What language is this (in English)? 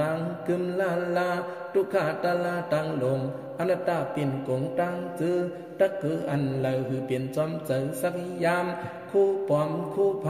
Shan